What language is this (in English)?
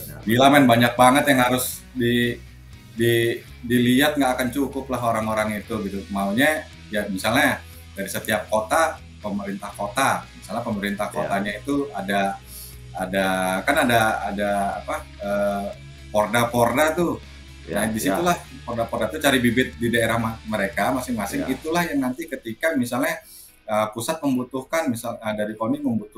Indonesian